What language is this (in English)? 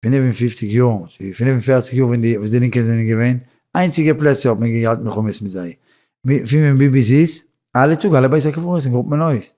Yiddish